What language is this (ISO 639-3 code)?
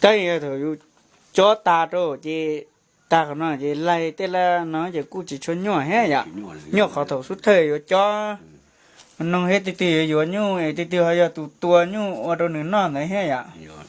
hmn